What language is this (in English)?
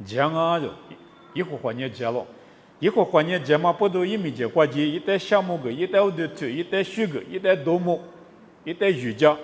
Lisu